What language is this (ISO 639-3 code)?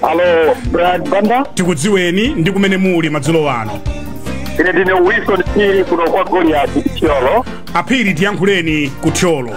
nya